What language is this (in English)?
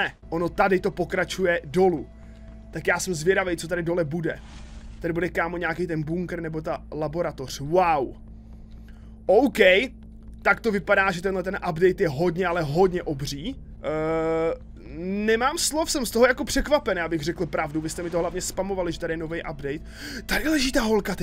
Czech